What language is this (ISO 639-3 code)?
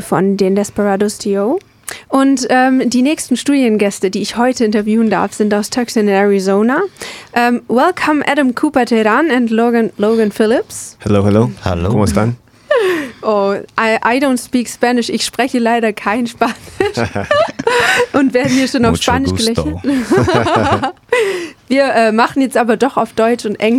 deu